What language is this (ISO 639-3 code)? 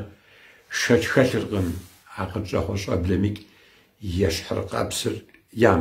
kbd